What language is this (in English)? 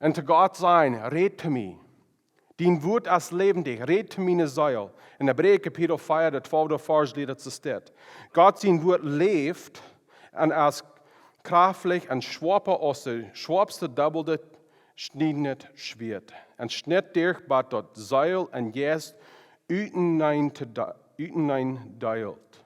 Plautdietsch